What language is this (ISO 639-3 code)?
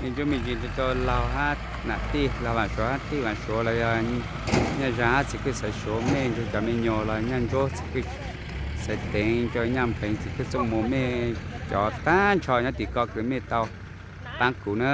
hmn